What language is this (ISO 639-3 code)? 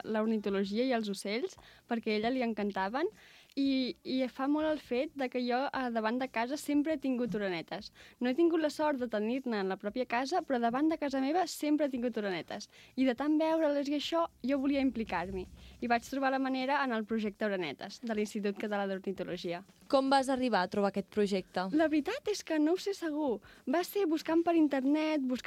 cat